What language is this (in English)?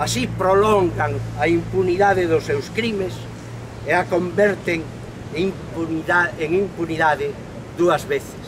Galician